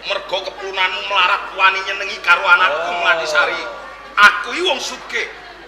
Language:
Javanese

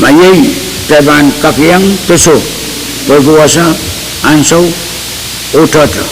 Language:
Pohnpeian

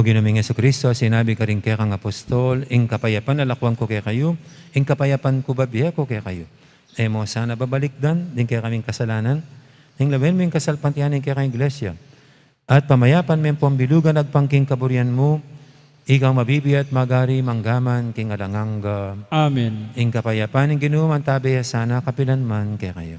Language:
Pampanga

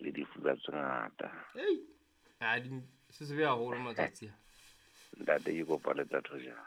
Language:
Southern Sotho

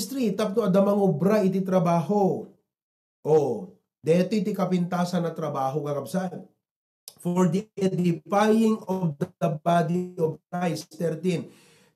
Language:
Iloko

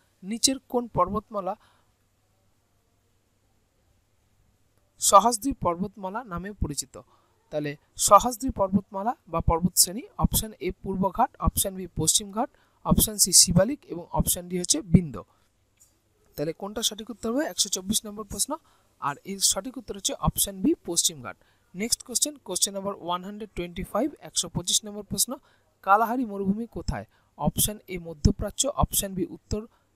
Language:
Bangla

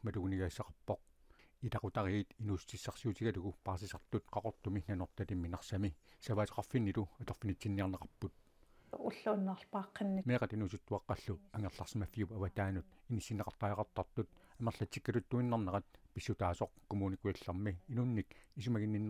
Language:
Kalaallisut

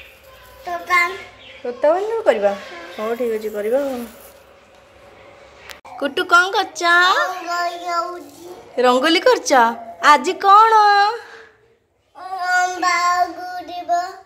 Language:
Odia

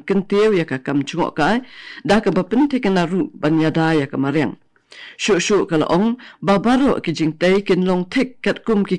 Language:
Khasi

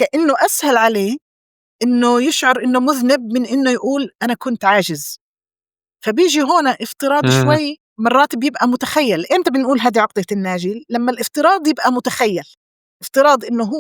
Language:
North Levantine Arabic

